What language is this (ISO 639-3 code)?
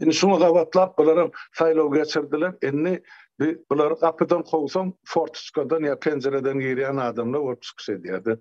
tuk